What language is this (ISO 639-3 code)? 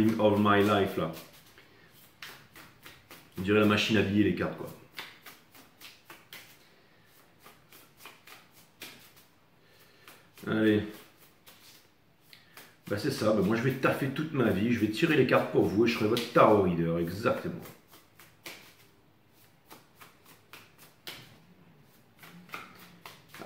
fra